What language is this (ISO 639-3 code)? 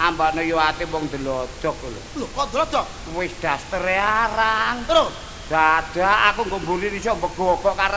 jav